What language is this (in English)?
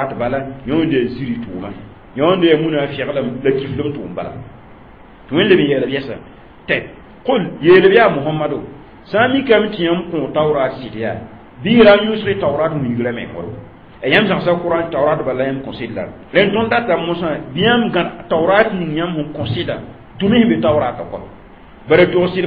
Mossi